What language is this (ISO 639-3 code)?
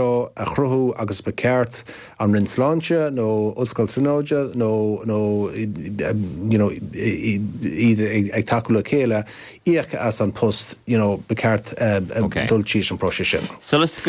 gle